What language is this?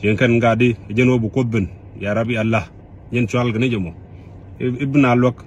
Nuer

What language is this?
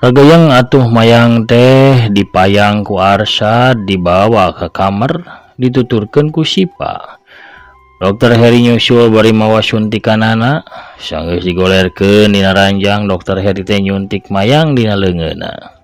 Sundanese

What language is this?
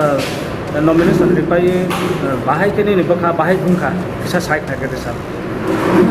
Riang (India)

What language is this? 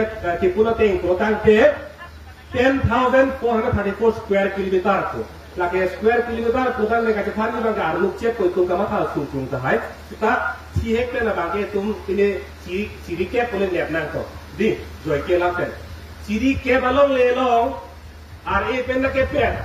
Karbi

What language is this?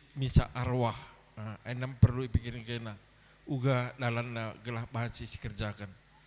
Batak Karo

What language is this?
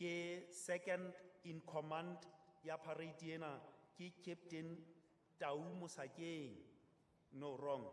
Southern Sotho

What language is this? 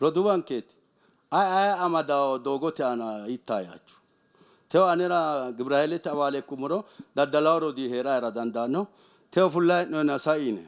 Sidamo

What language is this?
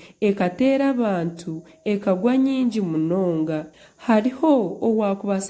Nyankole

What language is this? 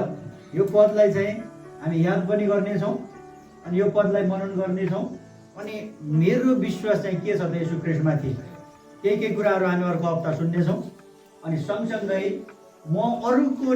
Nepali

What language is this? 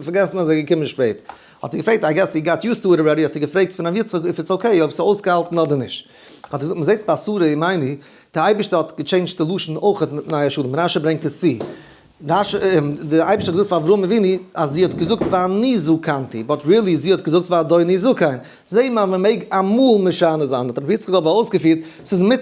Yiddish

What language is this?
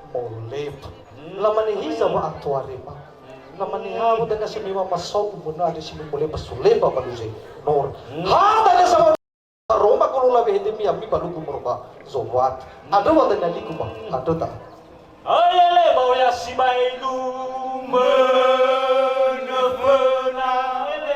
Nias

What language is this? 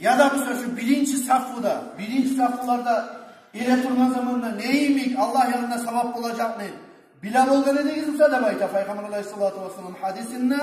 Kumyk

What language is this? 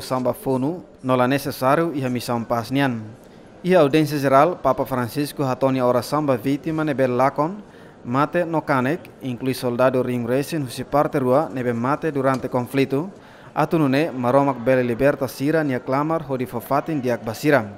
Tetum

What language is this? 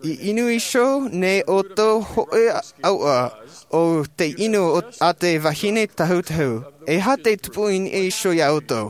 Tahitian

